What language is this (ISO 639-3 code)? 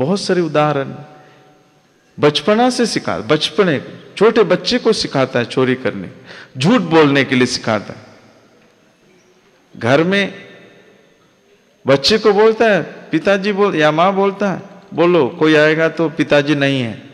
hin